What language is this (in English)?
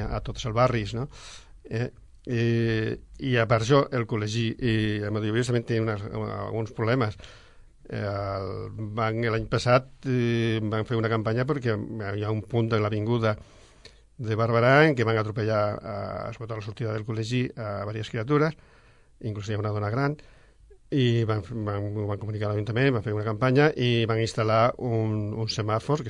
Catalan